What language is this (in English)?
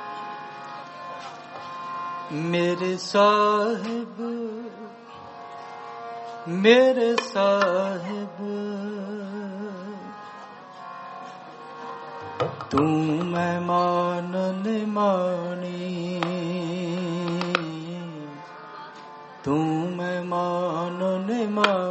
Punjabi